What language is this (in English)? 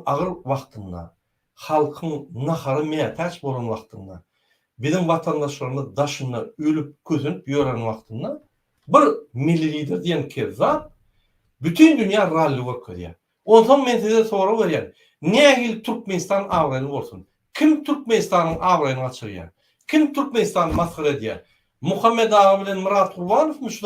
Turkmen